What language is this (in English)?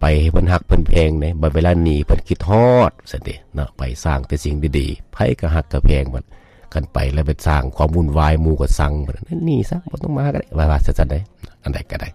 Lao